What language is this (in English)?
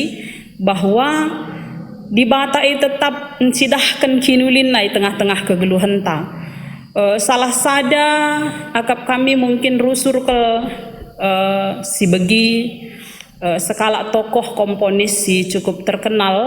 Batak Karo